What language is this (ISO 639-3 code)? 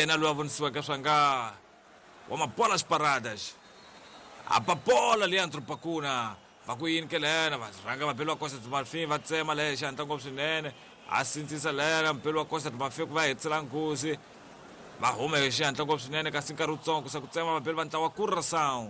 tso